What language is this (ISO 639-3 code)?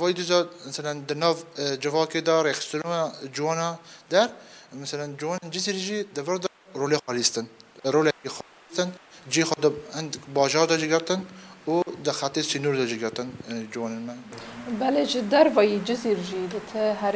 kur